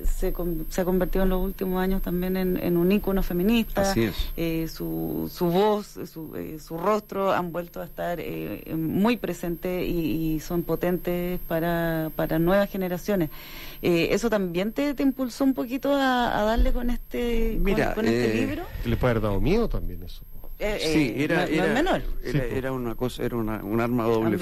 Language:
Spanish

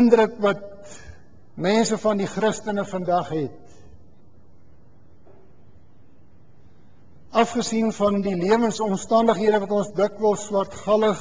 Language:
Afrikaans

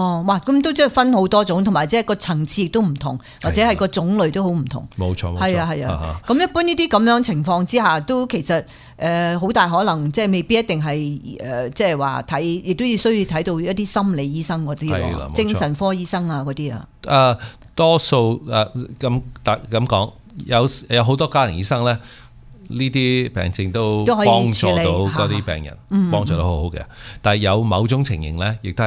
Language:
Cantonese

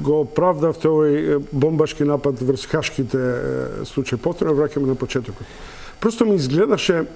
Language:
Macedonian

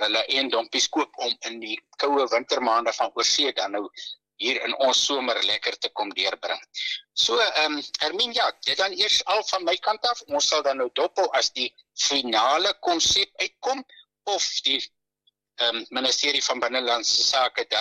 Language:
Afrikaans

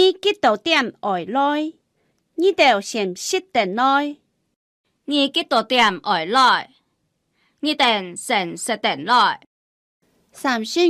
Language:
Hakka Chinese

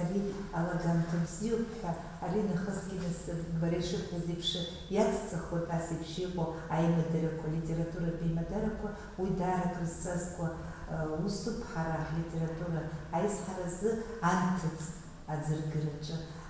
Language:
Abkhazian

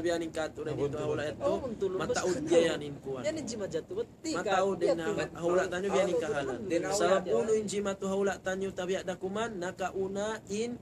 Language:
Tausug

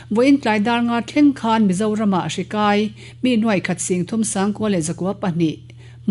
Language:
Mizo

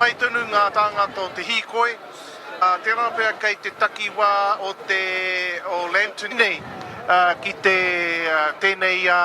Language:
Māori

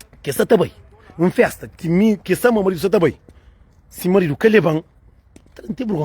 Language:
Kabuverdianu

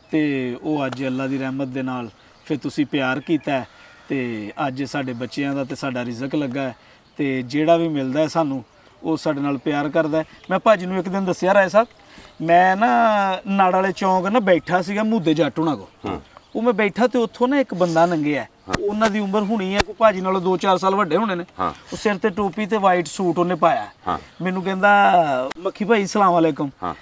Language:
Punjabi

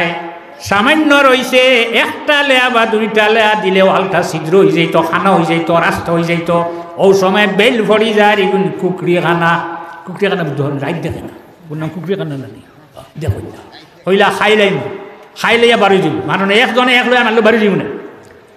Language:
Sylheti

